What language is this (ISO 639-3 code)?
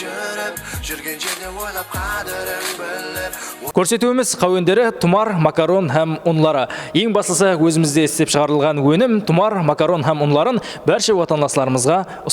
kaa